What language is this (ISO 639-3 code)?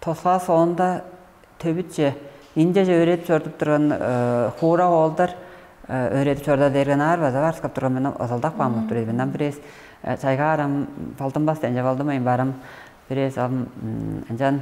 tyv